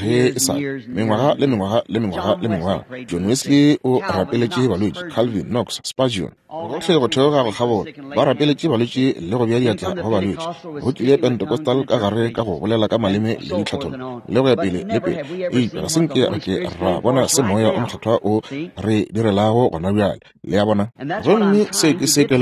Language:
Northern Sotho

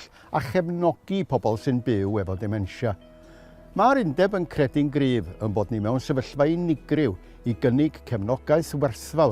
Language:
Welsh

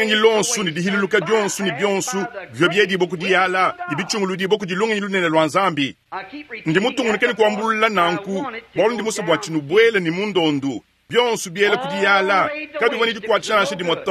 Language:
Luba-Lulua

